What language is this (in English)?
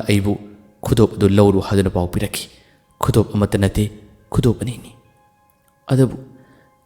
Manipuri